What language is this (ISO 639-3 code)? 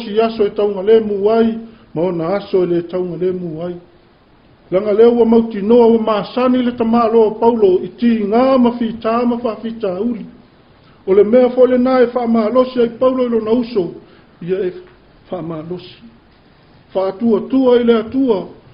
smo